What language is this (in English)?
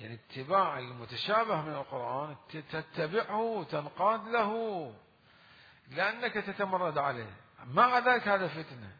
Mesopotamian Arabic